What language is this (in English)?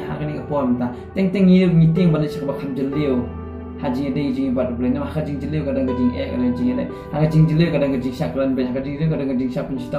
Khasi